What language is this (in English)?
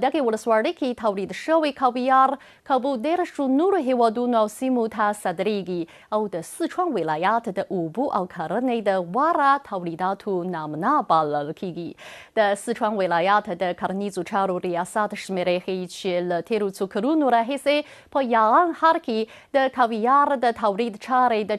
Pashto